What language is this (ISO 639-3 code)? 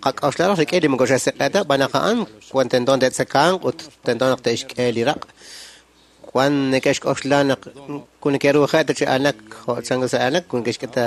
kek